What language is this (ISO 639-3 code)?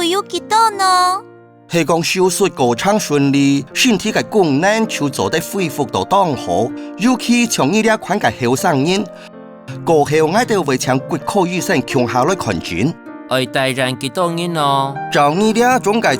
hak